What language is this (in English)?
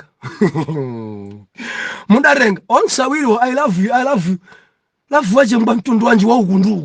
Nyanja